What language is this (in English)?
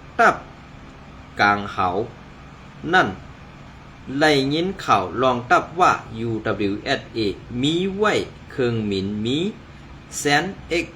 Shan